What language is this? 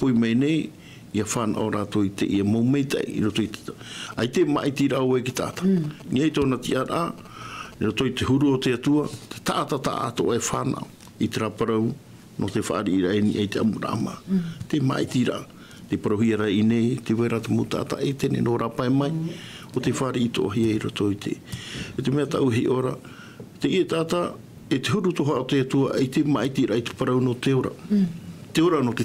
Tahitian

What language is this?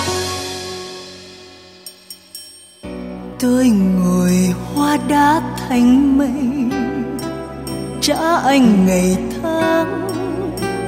Vietnamese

